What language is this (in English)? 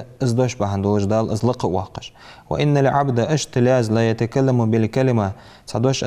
Ingush